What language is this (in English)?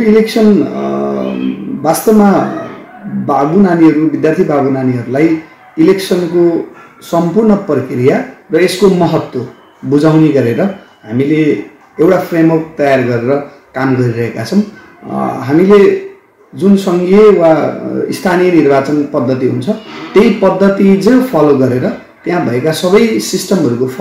Nepali